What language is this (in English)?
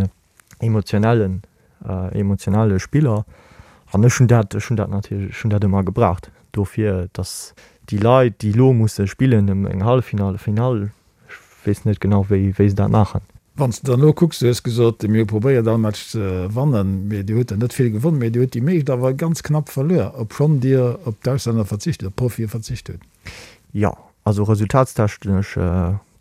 Luxembourgish